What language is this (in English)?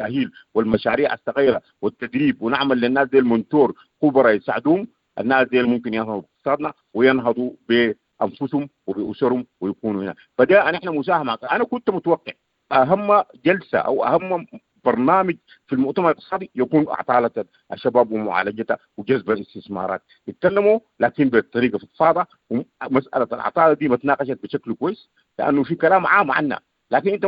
Sudanese Arabic